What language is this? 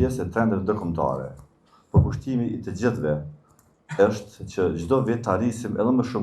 Albanian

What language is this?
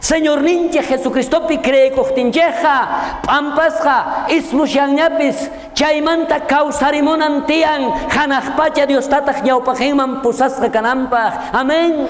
South Bolivian Quechua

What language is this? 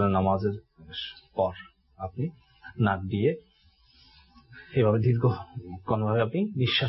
Bangla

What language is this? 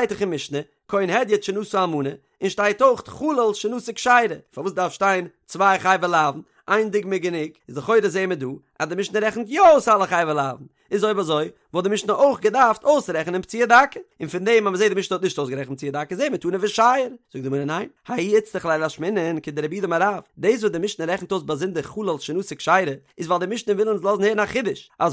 Yiddish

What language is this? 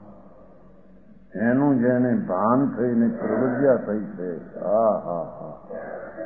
Gujarati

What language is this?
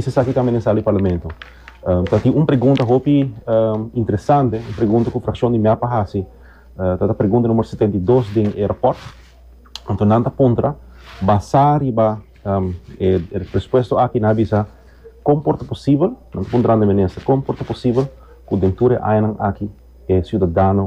Papiamento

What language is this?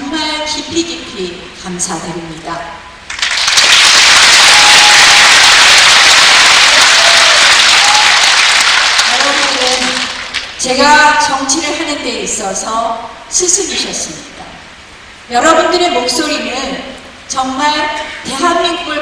Korean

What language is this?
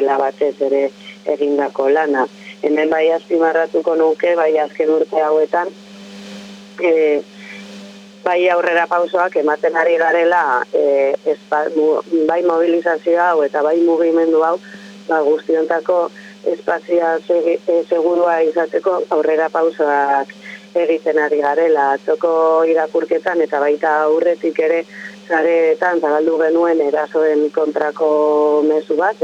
Basque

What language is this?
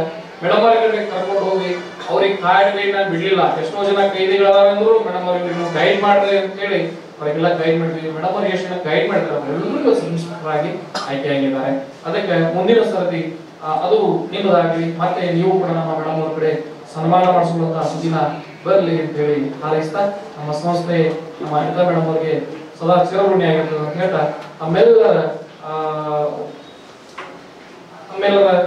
Kannada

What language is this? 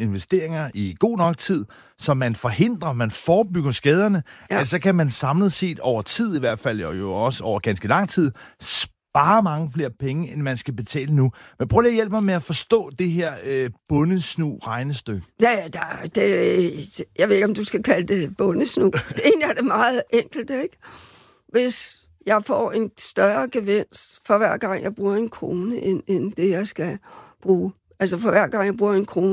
Danish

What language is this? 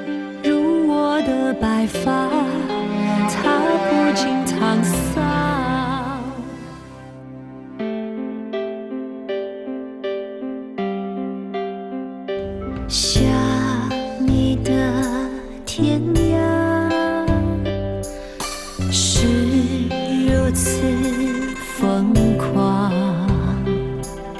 Chinese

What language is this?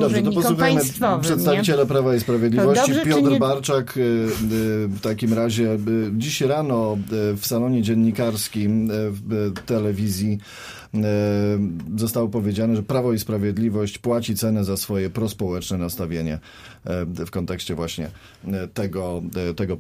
Polish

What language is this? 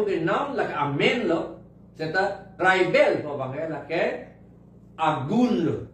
Karbi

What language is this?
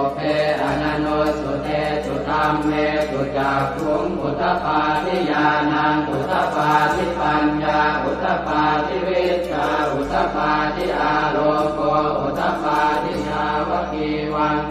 Pali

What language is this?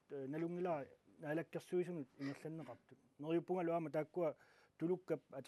Kalaallisut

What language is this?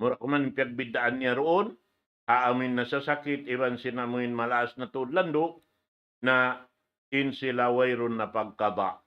Tausug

